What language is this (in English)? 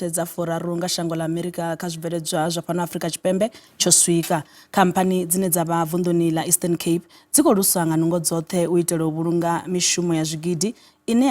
Venda